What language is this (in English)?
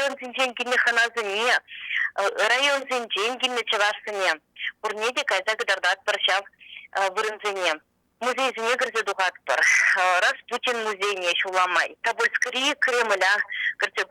Chuvash